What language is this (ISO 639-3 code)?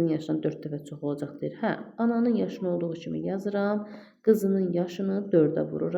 aze